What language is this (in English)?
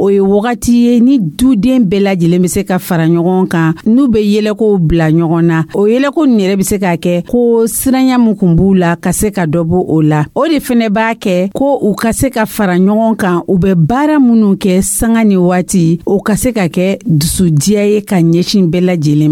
Dyula